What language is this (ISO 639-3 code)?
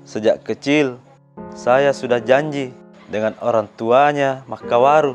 mfp